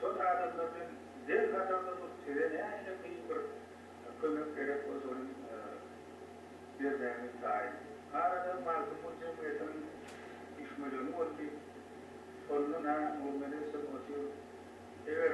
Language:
Turkmen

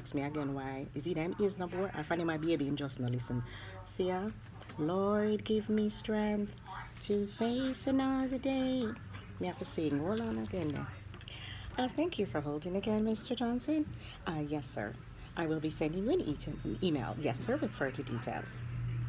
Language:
Jamaican Creole English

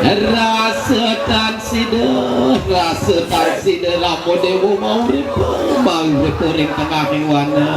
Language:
Balinese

